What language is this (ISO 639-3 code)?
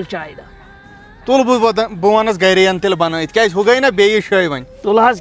kas